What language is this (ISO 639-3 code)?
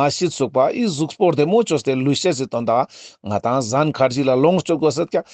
lbj